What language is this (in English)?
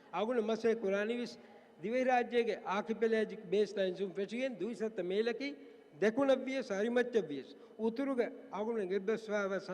Divehi